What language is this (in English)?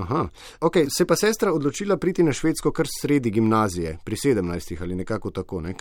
Slovenian